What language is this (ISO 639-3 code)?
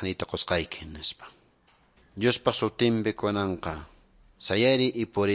que